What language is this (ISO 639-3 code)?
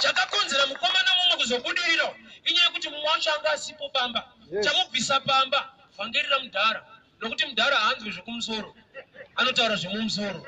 sna